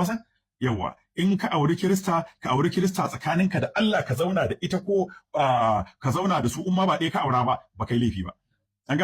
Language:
Hausa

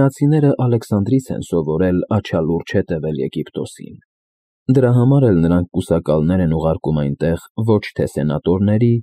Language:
Armenian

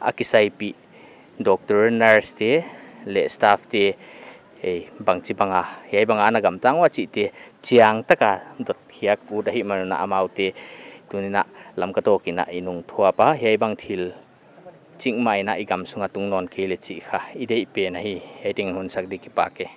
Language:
Paite Chin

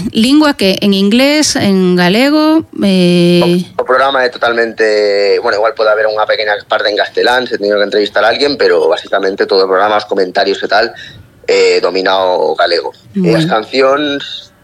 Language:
Galician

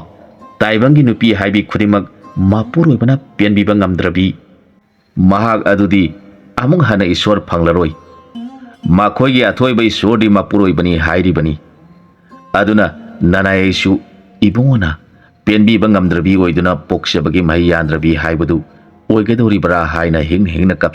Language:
Manipuri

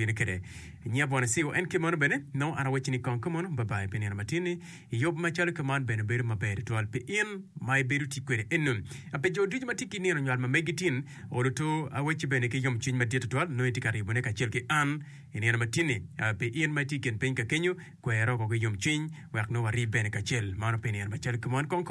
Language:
Acoli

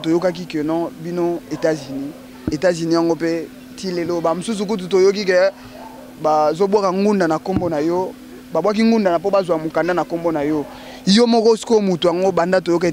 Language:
Lingala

